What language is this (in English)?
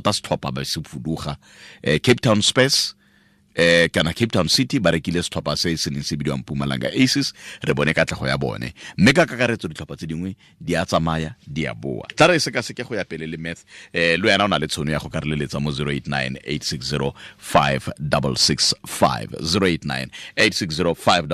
Tswana